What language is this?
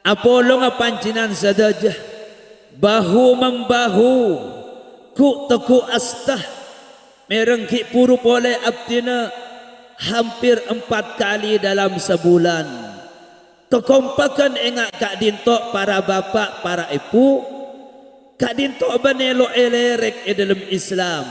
Madurese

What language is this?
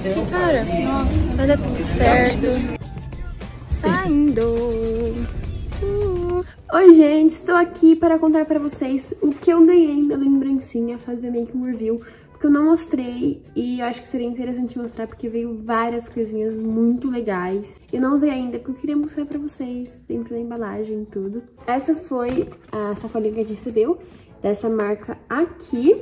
Portuguese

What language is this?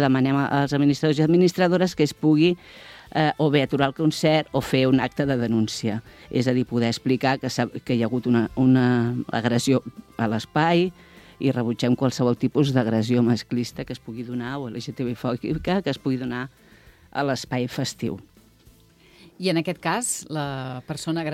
Catalan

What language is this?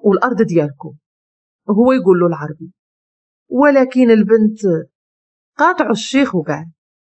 Moroccan Arabic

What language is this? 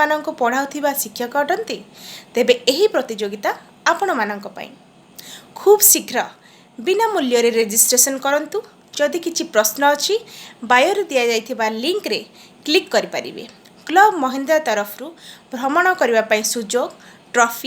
Odia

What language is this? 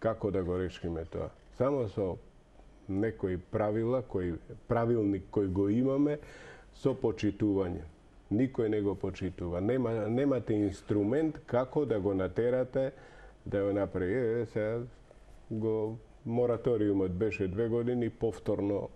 Macedonian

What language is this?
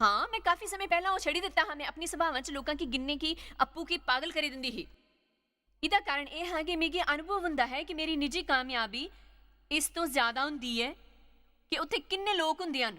Dogri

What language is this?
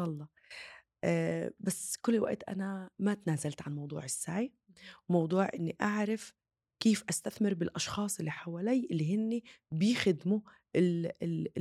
North Levantine Arabic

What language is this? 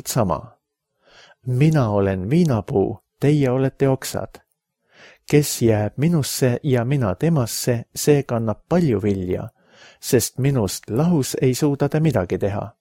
Estonian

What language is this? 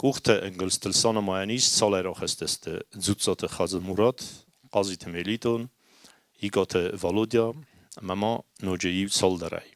Ossetic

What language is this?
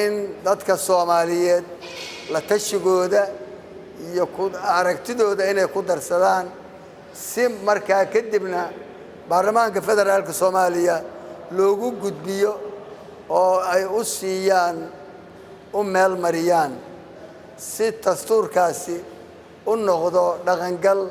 Somali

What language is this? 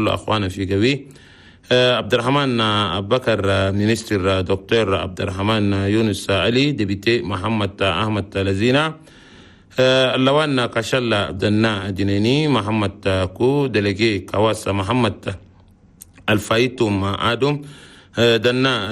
Chadian Arabic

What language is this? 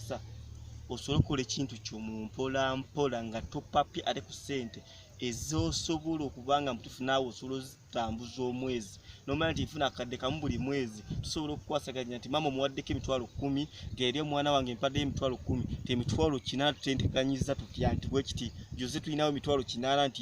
Ganda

